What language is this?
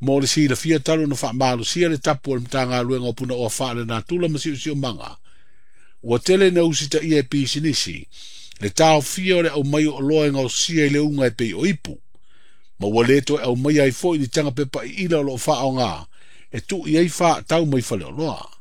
Samoan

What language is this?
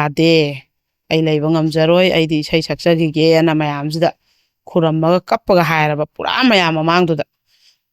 Manipuri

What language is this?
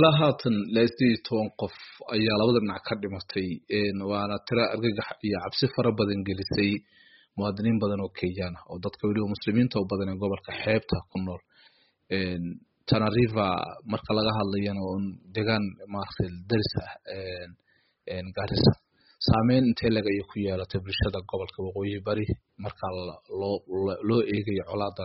Somali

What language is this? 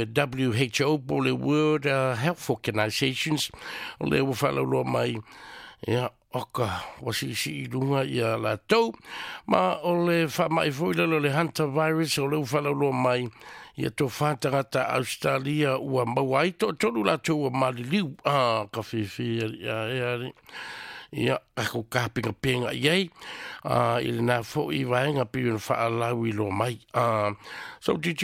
Samoan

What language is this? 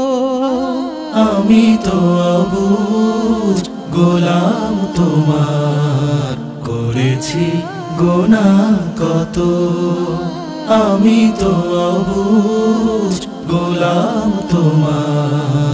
Bangla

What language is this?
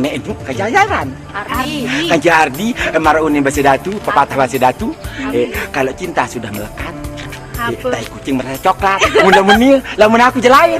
Sasak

